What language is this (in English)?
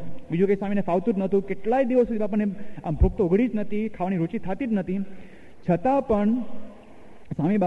Gujarati